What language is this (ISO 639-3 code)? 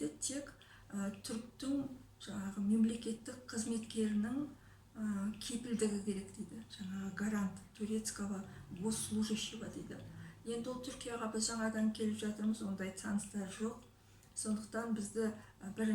kaz